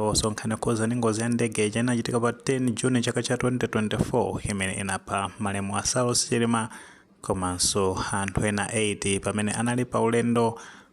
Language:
Nyanja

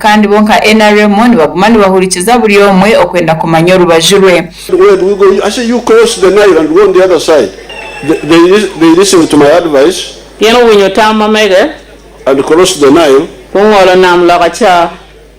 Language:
Nyankole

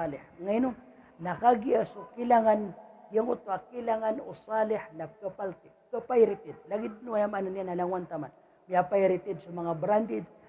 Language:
Maranao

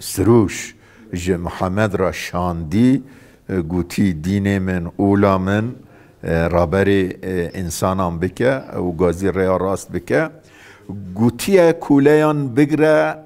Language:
Kurdish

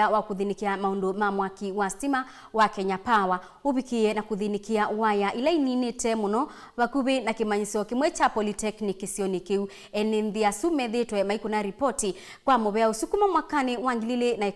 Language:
Kamba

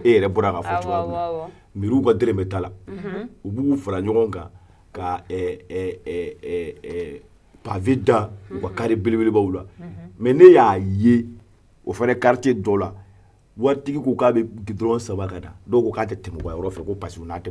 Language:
Bambara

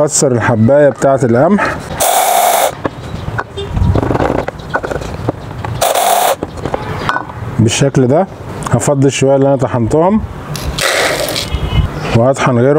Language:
Egyptian Arabic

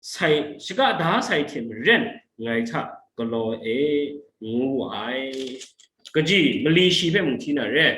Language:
Kachin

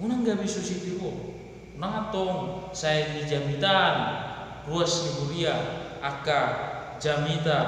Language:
Batak Toba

